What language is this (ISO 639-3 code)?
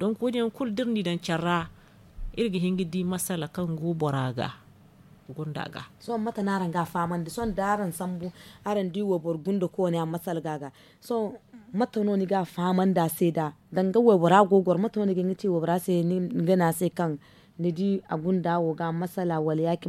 dje